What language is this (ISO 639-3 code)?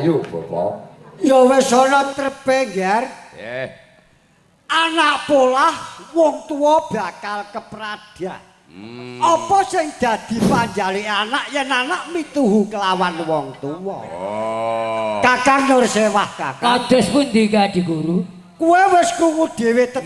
jav